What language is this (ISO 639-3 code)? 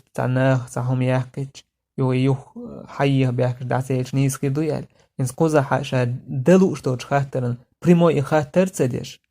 che